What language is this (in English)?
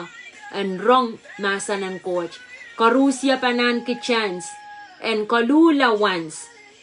Pohnpeian